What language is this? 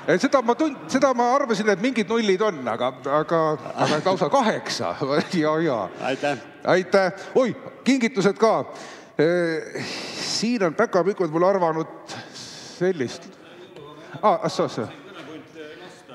Estonian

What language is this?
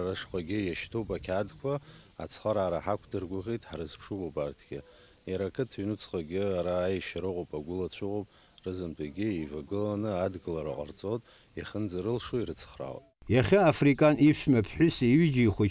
Abkhazian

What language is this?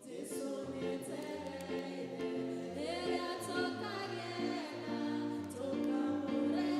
Kikuyu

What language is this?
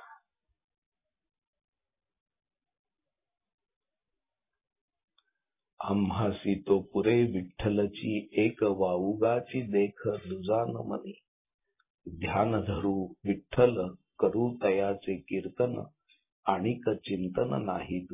Marathi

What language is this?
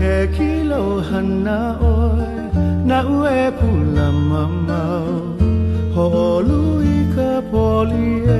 Hawaiian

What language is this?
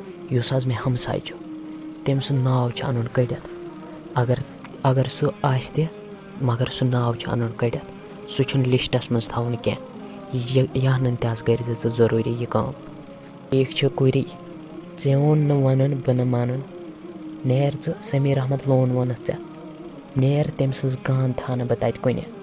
Kashmiri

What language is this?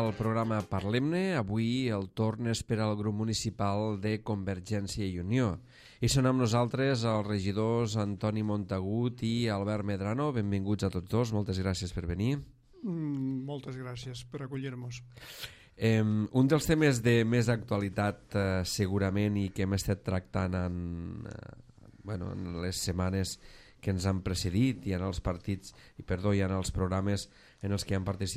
Catalan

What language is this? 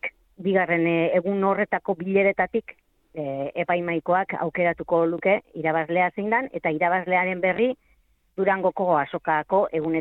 Basque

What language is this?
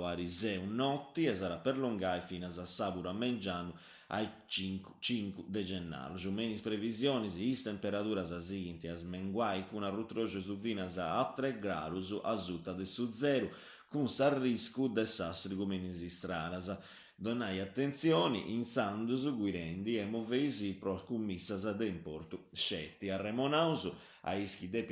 Sardinian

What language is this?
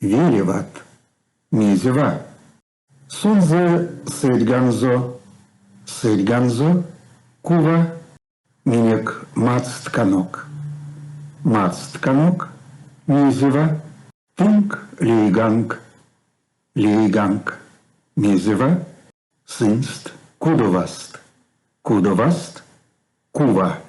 Erzya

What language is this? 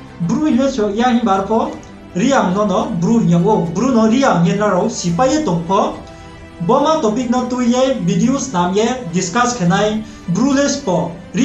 Riang (India)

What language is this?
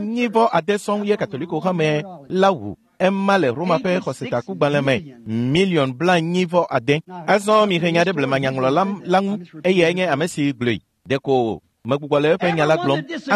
Ewe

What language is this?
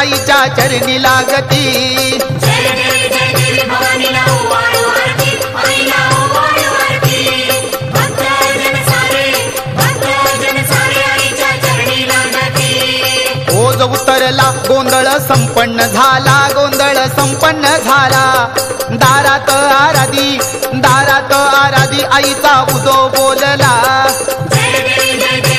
Marathi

